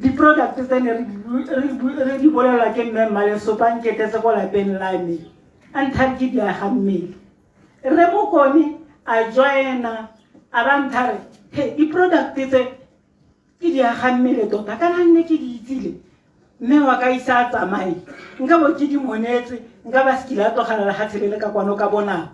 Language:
Tswana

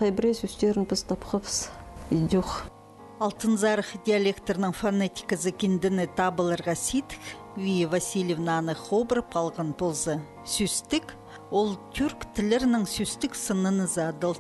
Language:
Khakas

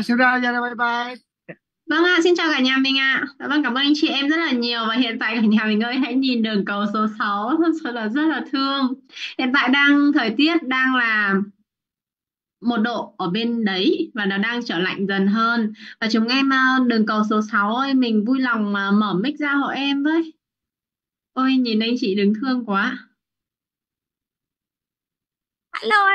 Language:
Vietnamese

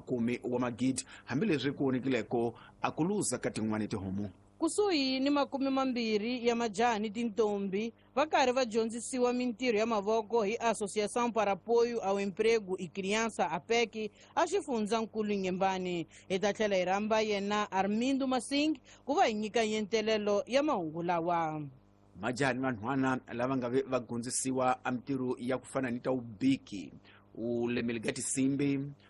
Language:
Tsonga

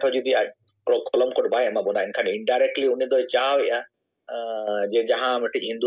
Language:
Santali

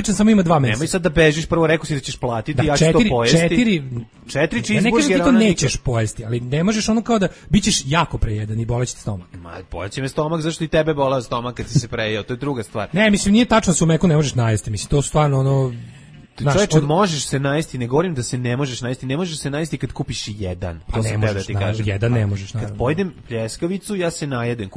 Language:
Serbian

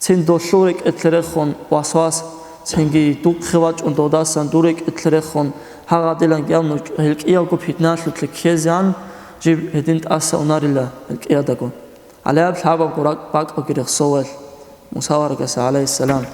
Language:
Avaric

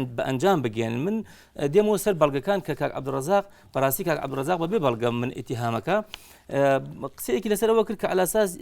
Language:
Central Kurdish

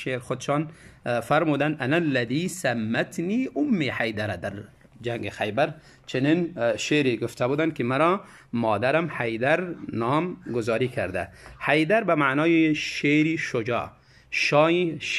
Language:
Tajik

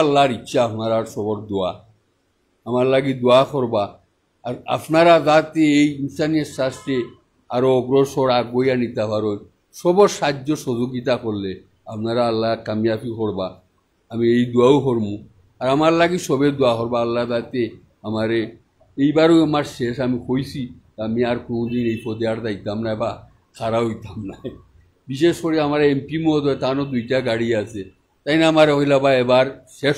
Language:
Sylheti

